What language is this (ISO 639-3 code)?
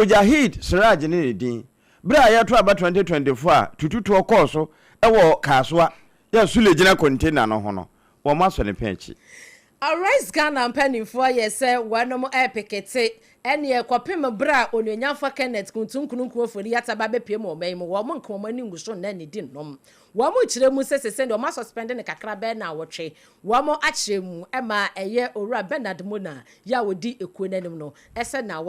aka